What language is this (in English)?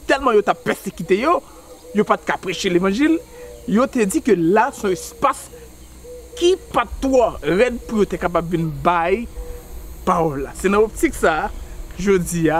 Haitian Creole